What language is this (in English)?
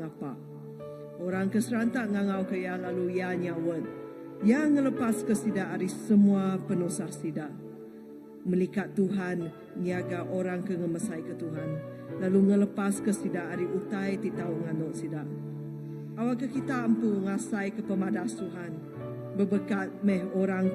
Iban